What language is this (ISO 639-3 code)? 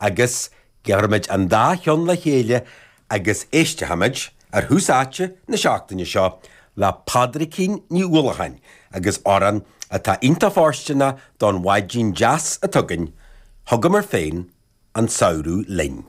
gle